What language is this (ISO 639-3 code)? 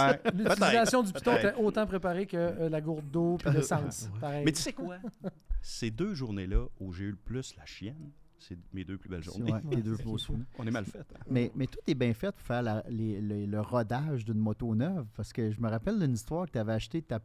fra